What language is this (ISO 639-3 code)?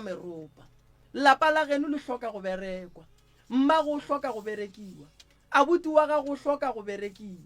nso